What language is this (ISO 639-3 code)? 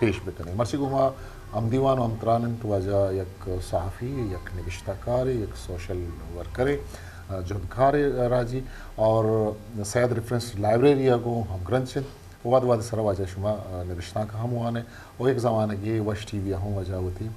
bgp